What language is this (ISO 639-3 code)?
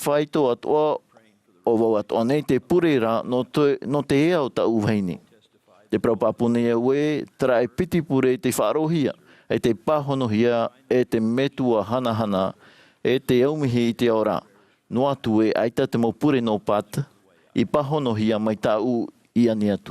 tah